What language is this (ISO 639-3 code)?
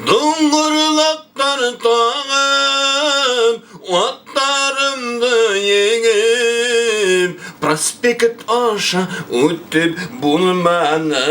bak